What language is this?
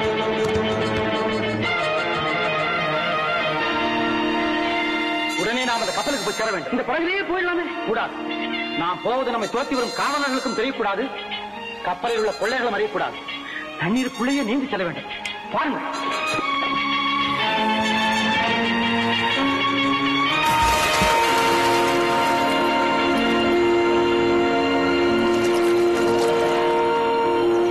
Tamil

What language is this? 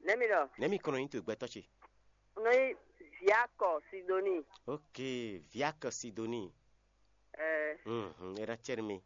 Fon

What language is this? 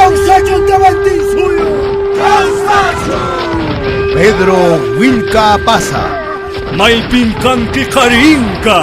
Quechua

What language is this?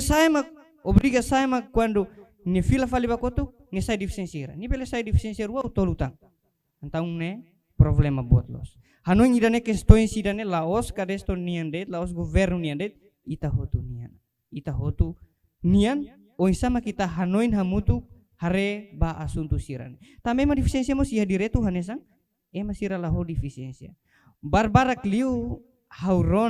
Tetum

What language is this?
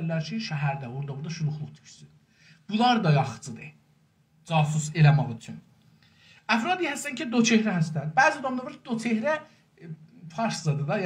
South Azerbaijani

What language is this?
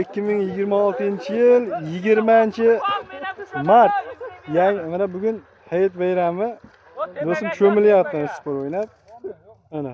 Uzbek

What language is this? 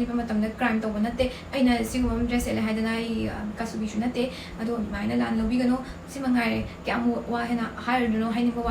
Manipuri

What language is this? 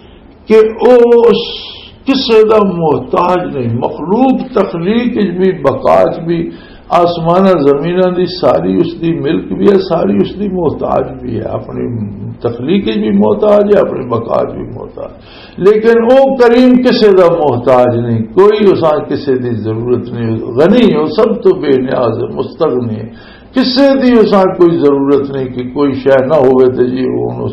Western Panjabi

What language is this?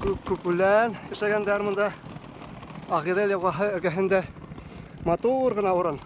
Bashkir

